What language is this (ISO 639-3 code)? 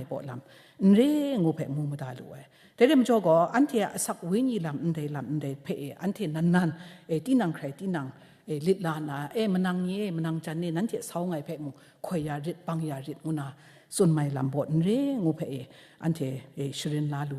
kac